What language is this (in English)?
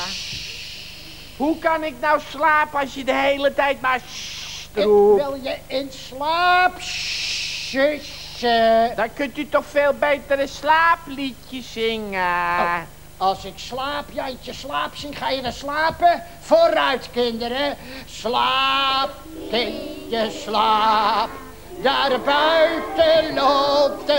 Dutch